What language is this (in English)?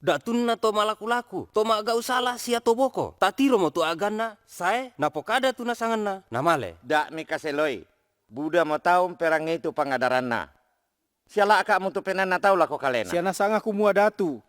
Toraja-Sa'dan